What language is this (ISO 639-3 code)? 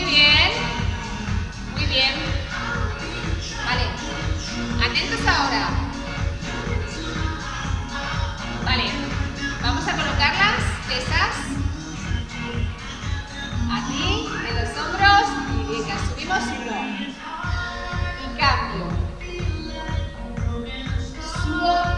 spa